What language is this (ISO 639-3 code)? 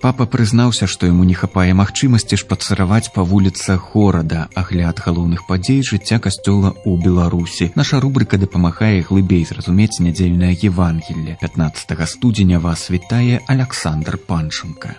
bel